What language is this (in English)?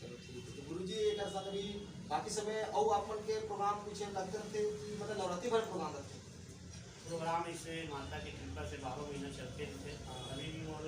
Chhattisgarhi